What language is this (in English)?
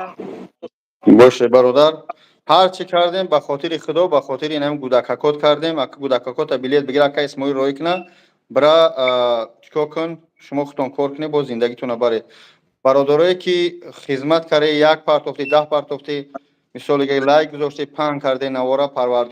Tajik